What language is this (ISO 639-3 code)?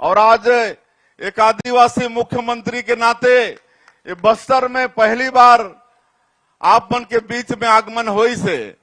hne